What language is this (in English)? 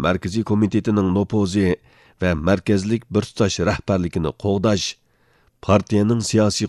Uyghur